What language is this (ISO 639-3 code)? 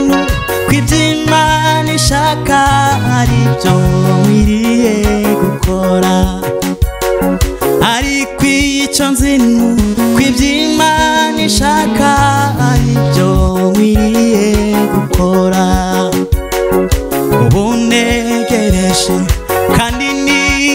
kin